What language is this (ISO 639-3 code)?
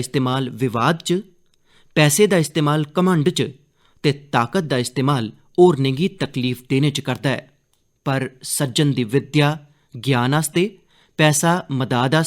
doi